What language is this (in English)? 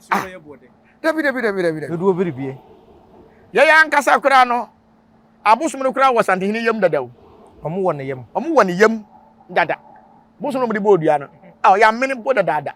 Akan